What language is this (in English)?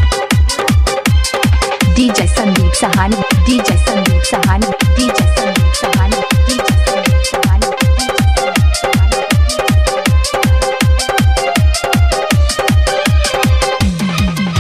Bhojpuri